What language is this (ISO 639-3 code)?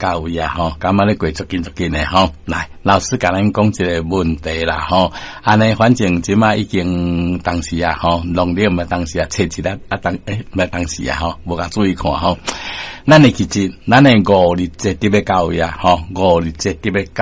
nan